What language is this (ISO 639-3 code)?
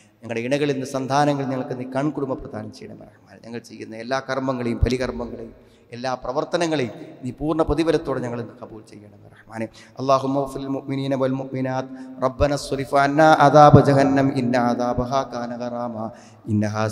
mal